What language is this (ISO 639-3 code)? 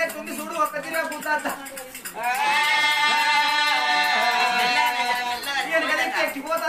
tel